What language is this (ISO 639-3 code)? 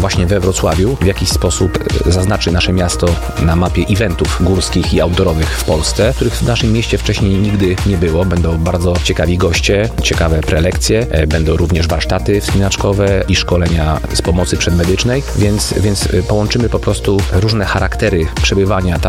pol